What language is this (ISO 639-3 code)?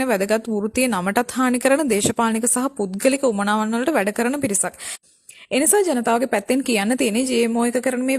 sin